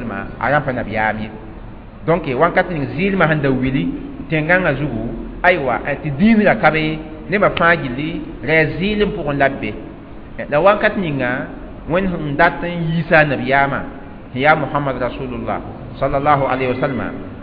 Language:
Mossi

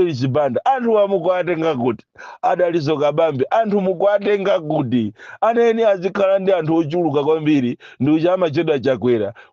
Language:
Nyanja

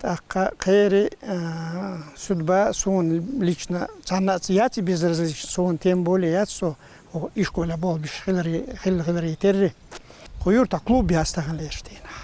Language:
Chechen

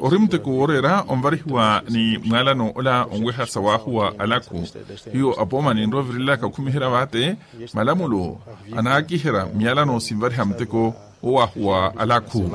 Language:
Makhuwa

